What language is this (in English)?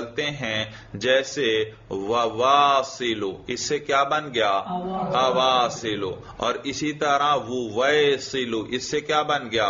Urdu